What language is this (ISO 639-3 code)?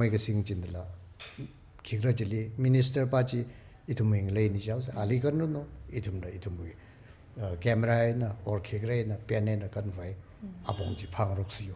nmf